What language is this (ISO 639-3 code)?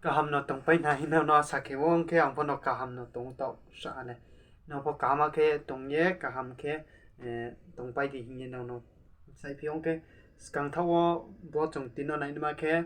ria